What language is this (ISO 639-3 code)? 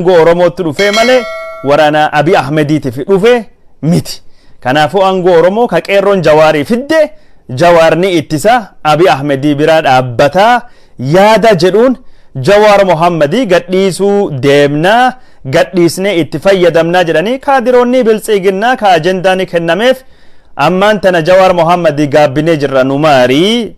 orm